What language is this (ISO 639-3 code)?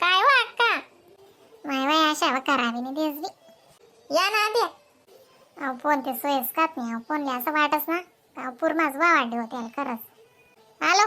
khn